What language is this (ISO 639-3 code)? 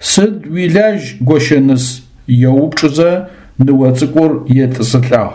ady